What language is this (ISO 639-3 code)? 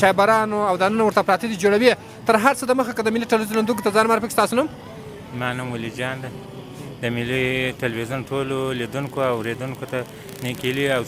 pus